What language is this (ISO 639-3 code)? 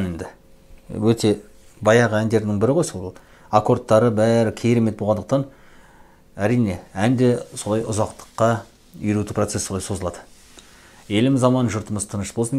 kaz